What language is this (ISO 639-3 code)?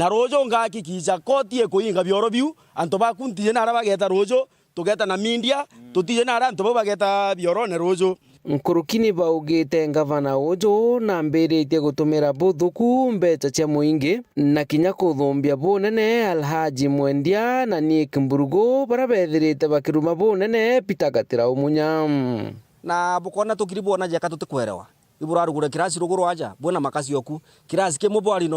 mer